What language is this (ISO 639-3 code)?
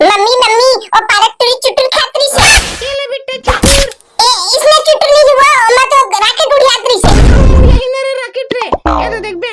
hne